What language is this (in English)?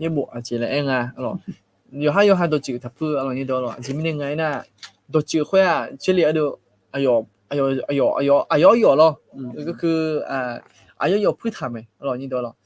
Akha